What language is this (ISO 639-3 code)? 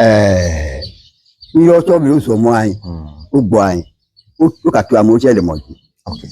ewe